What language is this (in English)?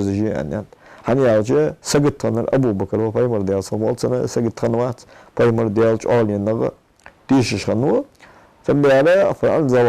Ingush